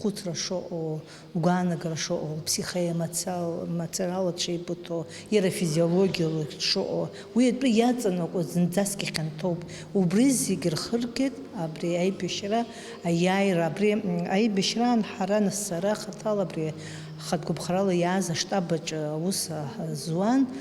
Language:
Abkhazian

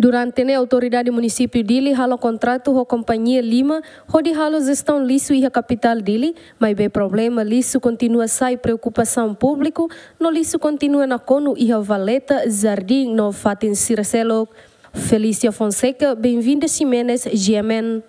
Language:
Tetum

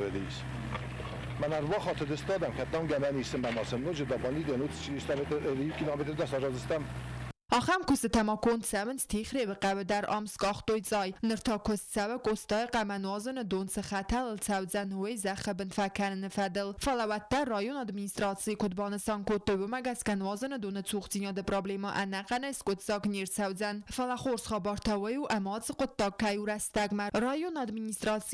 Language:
Ossetic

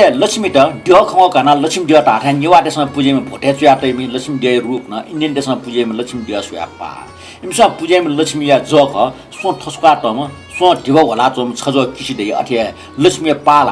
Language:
Newari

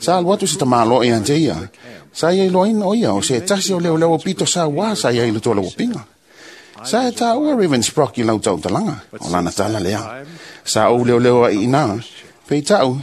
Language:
Samoan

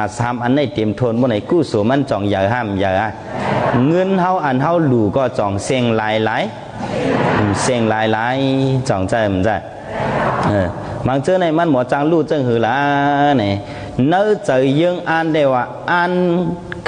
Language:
Shan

